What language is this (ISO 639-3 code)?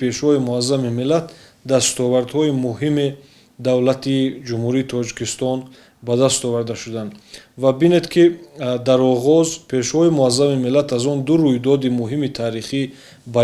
tgk